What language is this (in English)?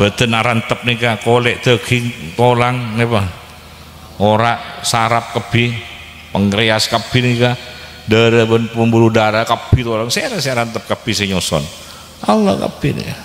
Madurese